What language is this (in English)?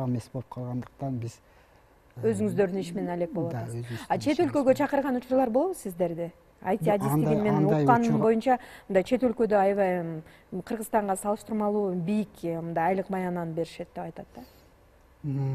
Kyrgyz